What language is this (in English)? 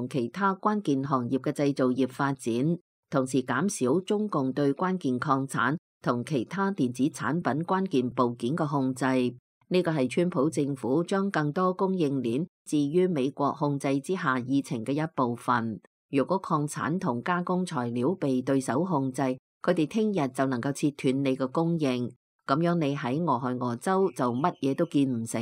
Cantonese